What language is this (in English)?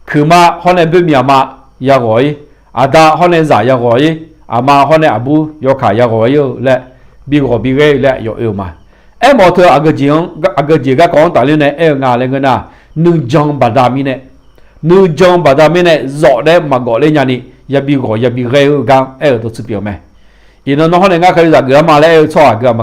Akha